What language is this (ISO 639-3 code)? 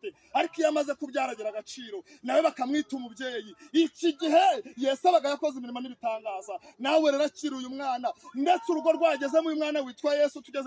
kin